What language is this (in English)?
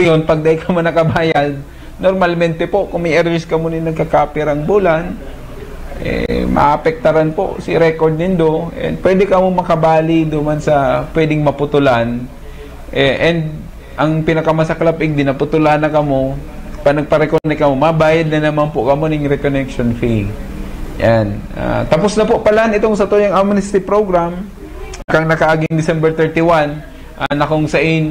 Bikol